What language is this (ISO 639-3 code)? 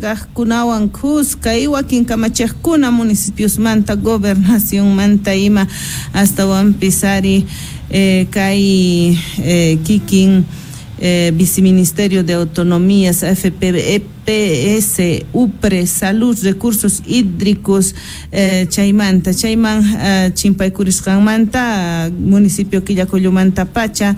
que